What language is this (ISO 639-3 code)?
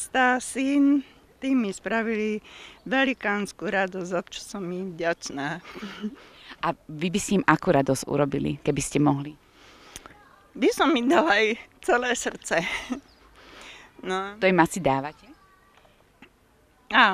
slk